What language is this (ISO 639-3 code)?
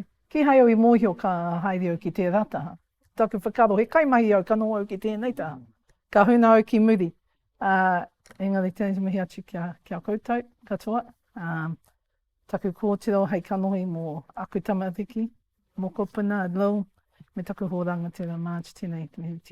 mri